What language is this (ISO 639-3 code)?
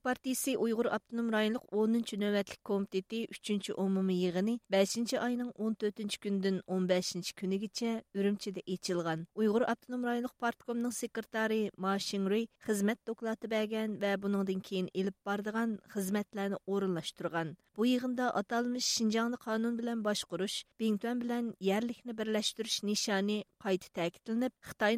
uig